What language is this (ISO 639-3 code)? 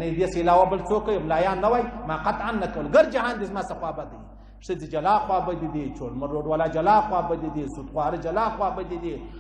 pus